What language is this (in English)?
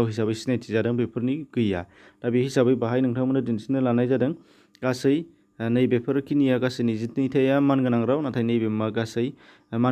Bodo